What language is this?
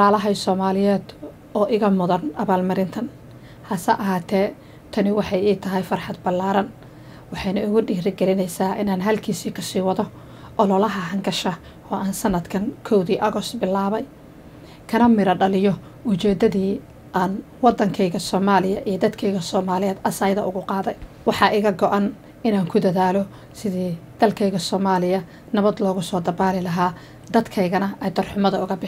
Somali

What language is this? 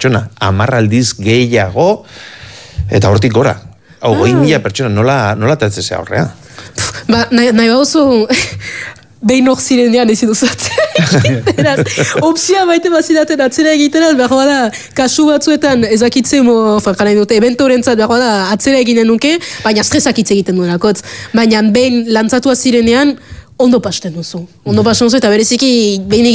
Basque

